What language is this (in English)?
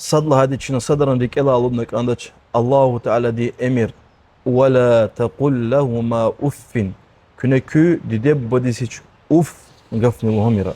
Lezghian